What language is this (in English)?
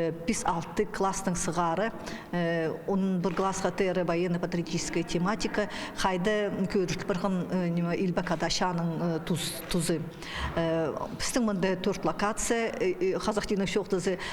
Khakas